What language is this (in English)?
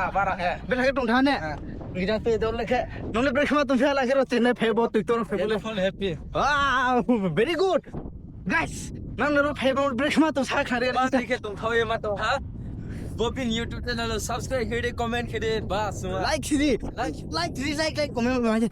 Riang (India)